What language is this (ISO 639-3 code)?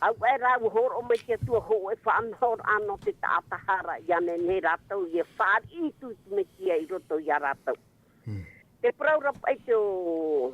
tah